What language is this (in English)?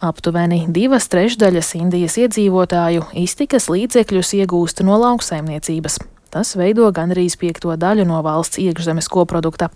Latvian